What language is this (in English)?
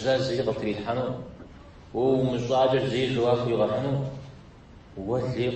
Kabardian